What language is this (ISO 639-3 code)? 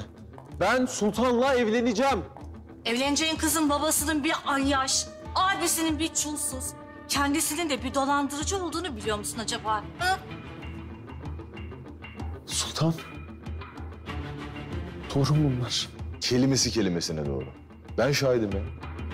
tur